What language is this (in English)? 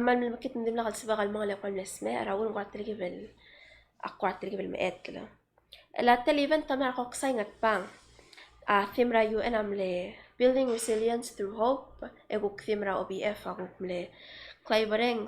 Palauan